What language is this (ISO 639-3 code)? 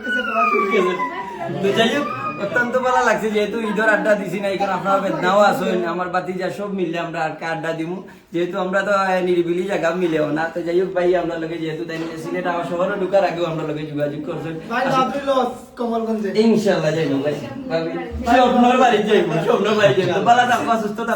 syl